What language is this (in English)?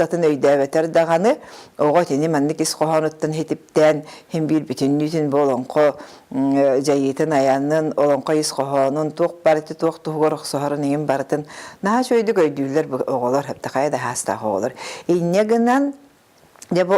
Yakut